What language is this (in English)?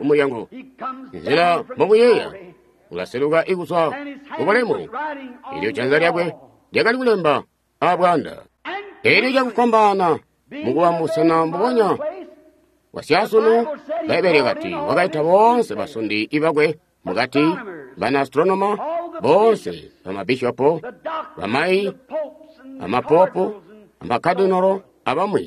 Tonga (Zambia)